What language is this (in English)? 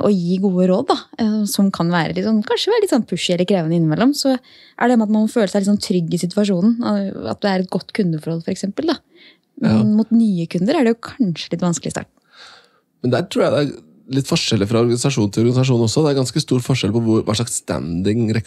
Norwegian